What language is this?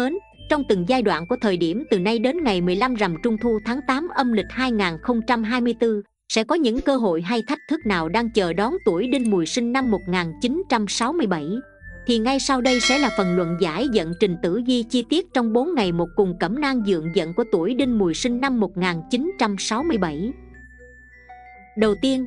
Vietnamese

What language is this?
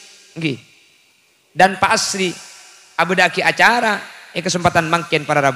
Madurese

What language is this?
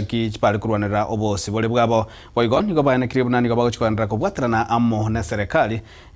Gusii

